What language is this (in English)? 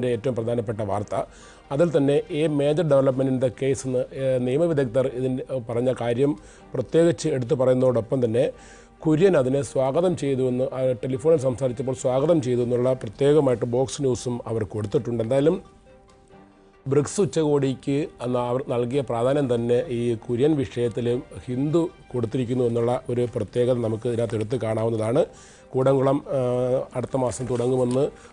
Malayalam